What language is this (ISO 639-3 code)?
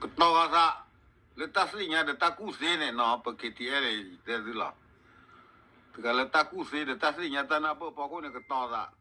ksw